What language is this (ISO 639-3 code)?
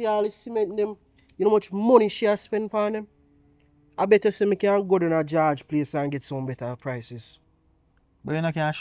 jam